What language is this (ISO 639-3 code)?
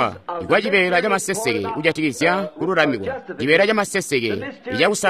toi